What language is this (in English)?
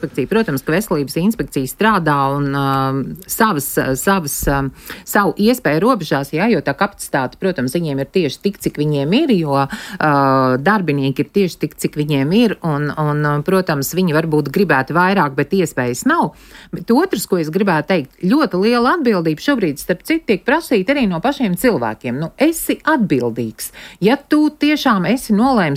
Latvian